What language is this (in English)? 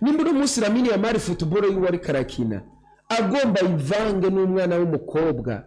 Rundi